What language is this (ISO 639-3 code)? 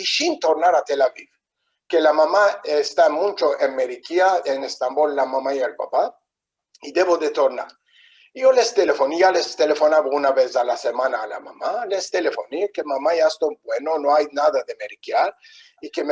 lad